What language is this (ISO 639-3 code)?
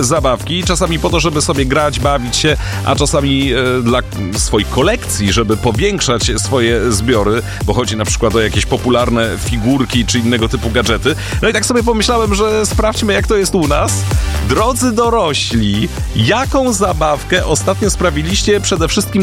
pol